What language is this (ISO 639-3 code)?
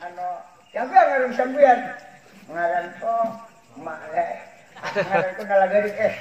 bjn